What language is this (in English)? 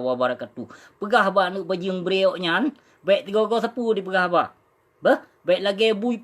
Achinese